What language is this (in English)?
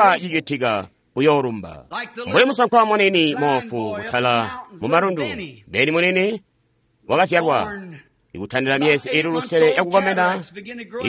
Tonga (Zambia)